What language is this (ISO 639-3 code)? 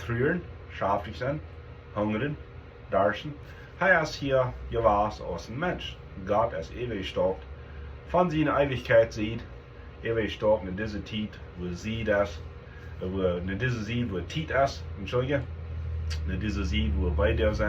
pdt